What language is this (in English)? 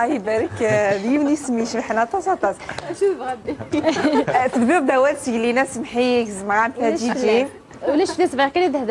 Kabyle